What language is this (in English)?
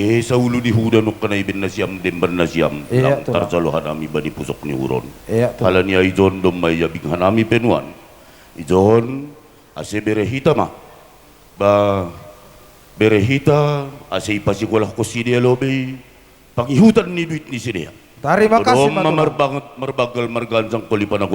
Batak Simalungun